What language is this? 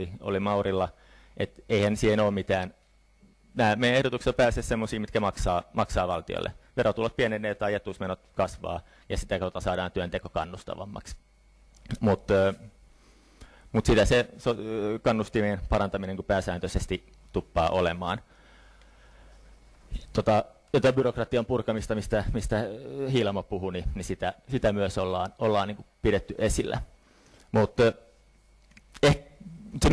Finnish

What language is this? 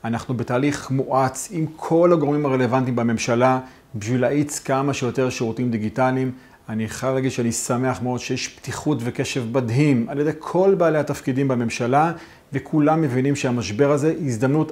Hebrew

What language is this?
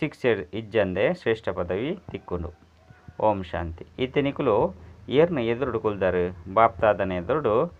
Tulu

